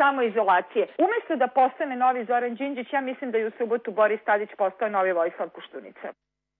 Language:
Serbian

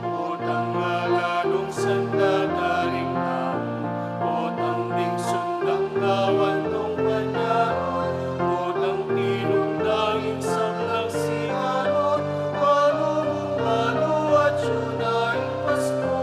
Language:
Pampanga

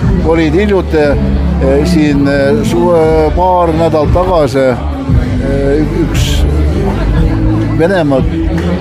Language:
Estonian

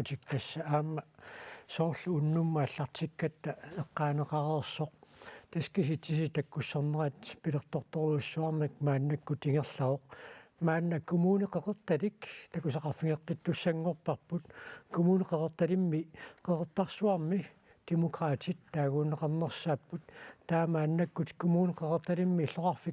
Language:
Kalaallisut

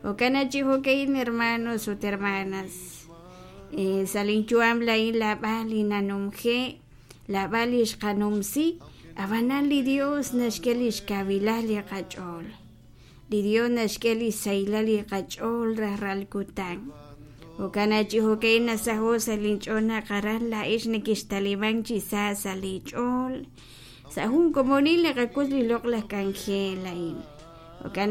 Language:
Kekchí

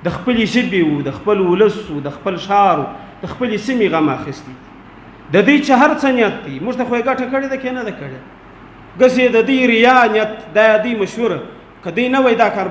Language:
Pashto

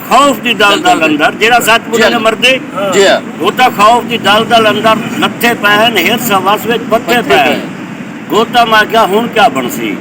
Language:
Saraiki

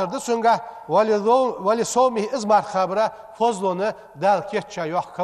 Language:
Ingush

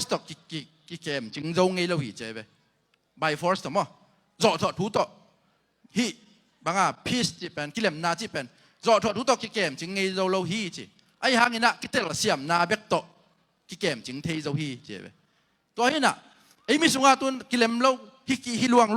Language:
Tedim Chin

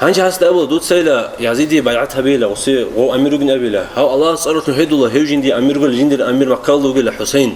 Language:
Avaric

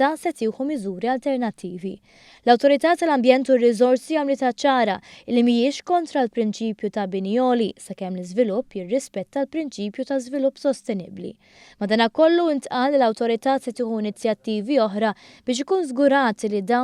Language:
Maltese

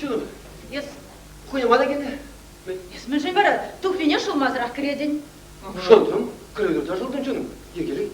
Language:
Chuvash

